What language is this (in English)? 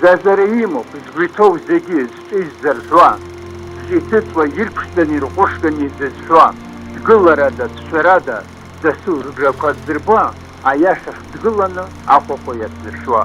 Abkhazian